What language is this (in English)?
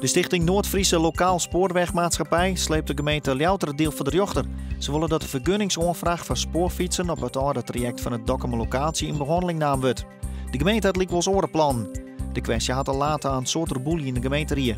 Western Frisian